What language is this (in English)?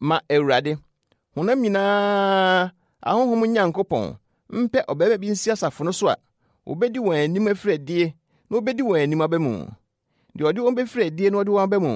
Akan